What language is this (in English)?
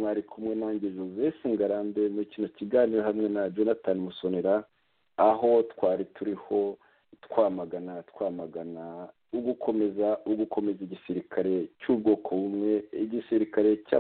Kinyarwanda